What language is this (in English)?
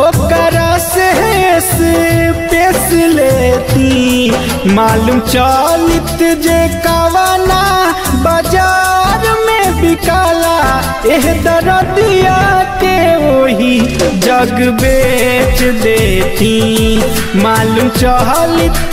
Bhojpuri